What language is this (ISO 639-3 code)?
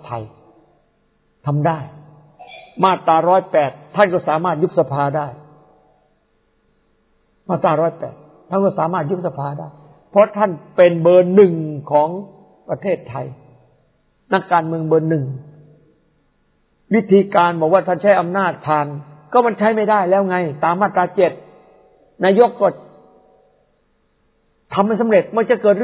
tha